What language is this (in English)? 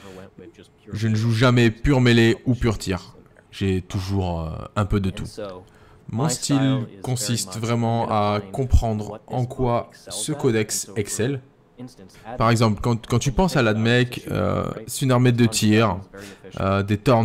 French